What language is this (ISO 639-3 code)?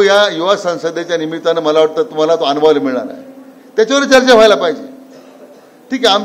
mar